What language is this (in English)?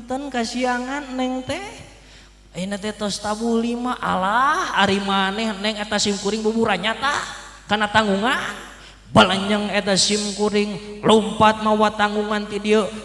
Sundanese